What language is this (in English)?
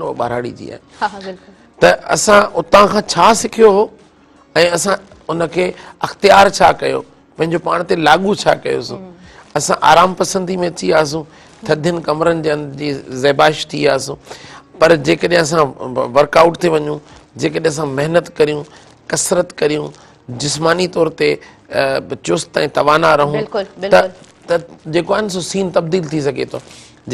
Sindhi